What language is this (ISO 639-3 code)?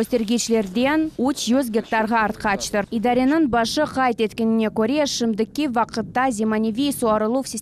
crh